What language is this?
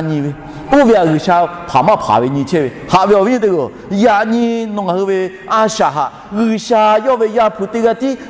Lahu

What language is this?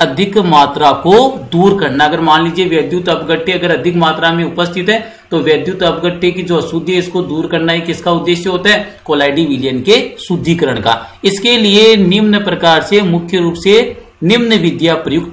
Hindi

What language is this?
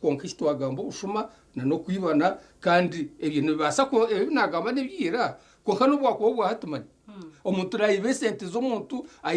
Nyankole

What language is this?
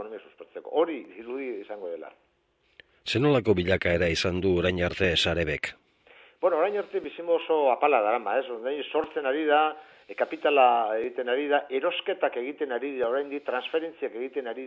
Basque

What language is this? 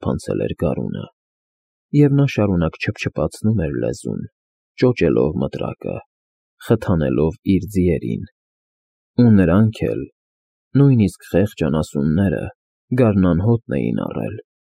Armenian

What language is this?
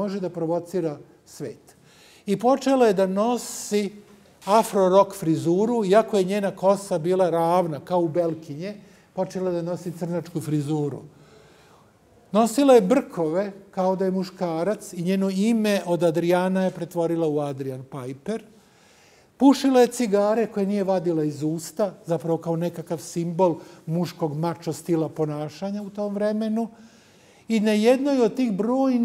Serbian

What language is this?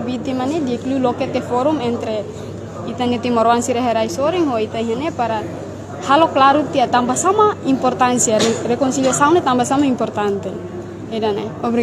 Tetum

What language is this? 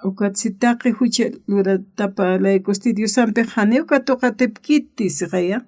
Aymara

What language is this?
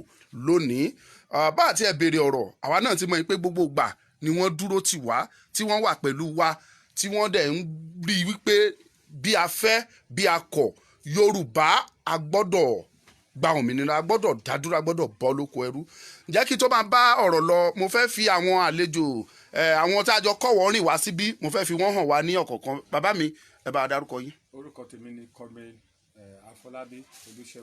Yoruba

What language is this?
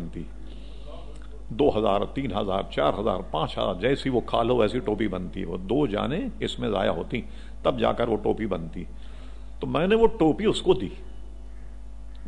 Urdu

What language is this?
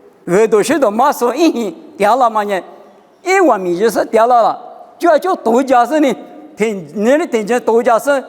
Lisu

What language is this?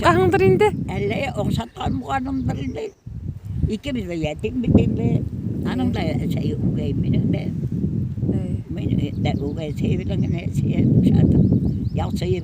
Bashkir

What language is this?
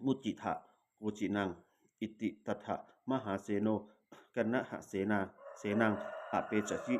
Pali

